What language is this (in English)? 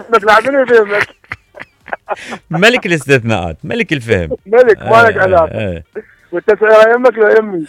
Mesopotamian Arabic